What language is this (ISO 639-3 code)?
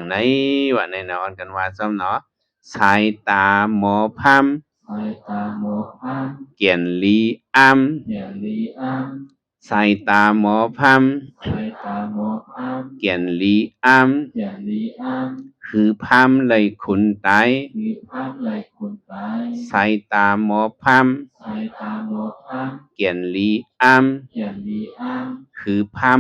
shn